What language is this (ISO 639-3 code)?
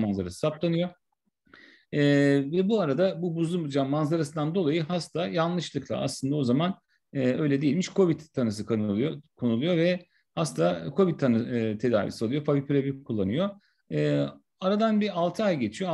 tur